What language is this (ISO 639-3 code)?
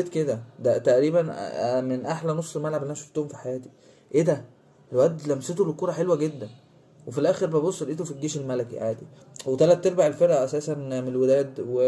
arz